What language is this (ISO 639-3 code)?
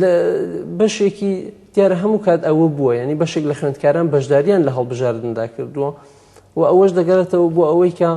ckb